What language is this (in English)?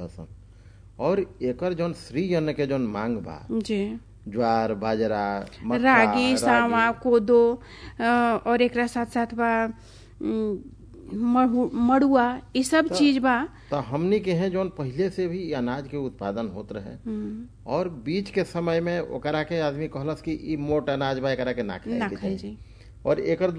Bhojpuri